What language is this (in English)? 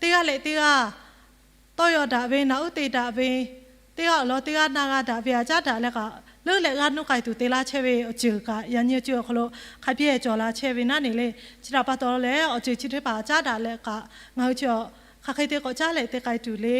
Lahu